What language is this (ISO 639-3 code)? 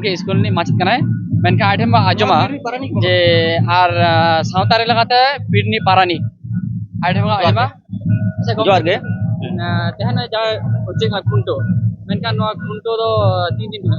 sat